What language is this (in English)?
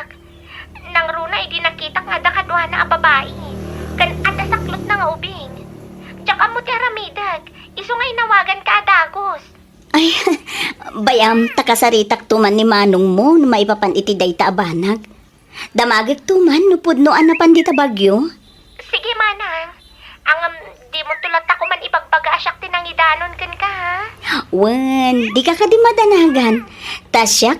Iloko